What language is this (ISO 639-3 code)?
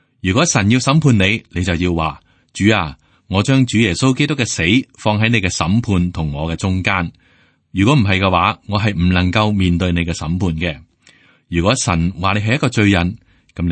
yue